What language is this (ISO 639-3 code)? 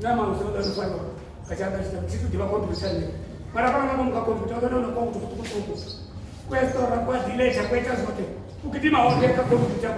ven